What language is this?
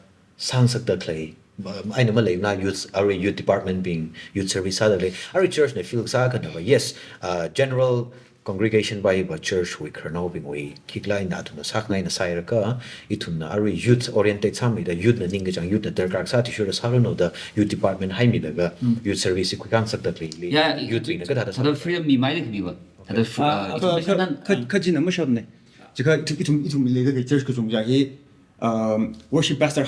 Tangkhul Naga (India)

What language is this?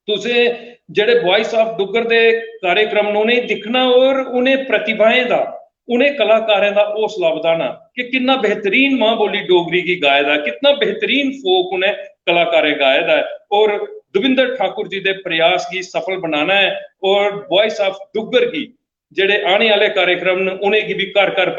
Dogri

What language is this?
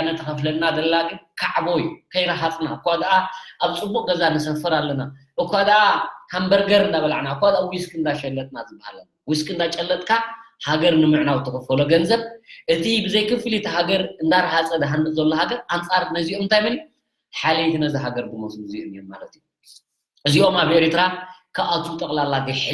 Tigrinya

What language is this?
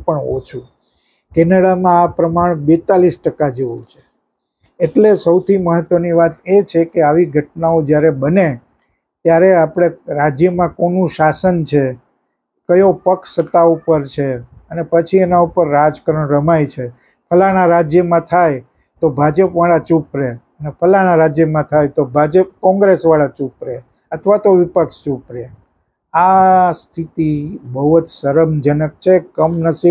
Gujarati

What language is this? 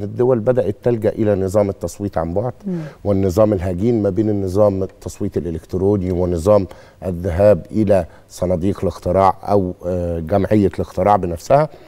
Egyptian Arabic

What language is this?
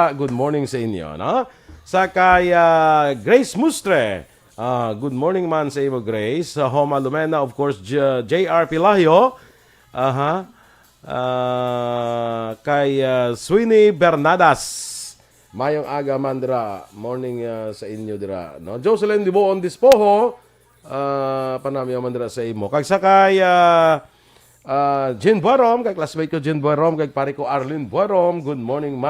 Hiligaynon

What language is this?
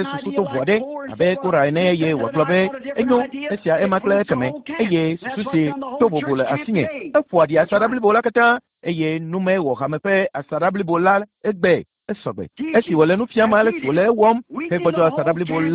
Ewe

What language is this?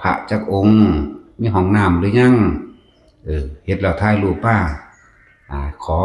Northeastern Thai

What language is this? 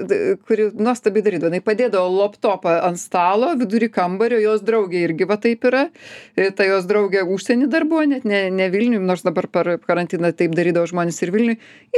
Lithuanian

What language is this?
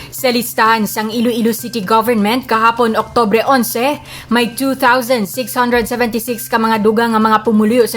Hiligaynon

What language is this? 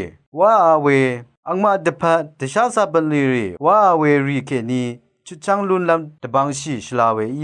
Rawang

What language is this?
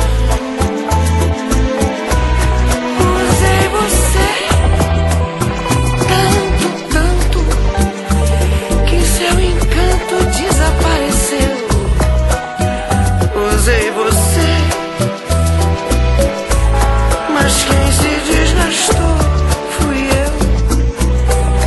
Portuguese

